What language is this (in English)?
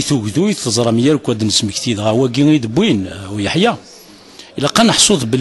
Kabyle